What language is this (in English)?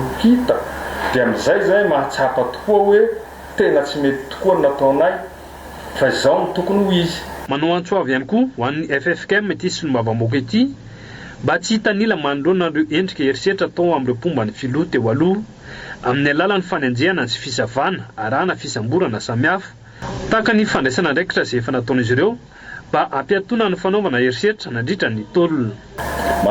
Malagasy